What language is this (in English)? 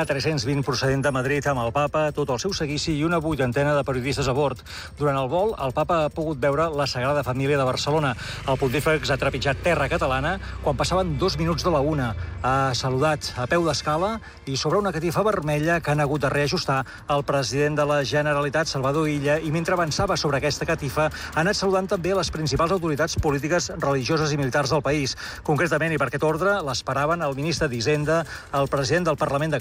Catalan